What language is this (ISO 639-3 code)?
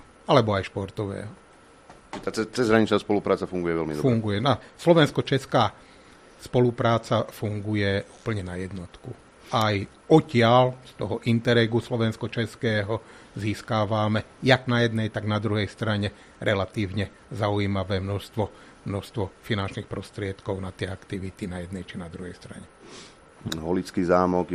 slk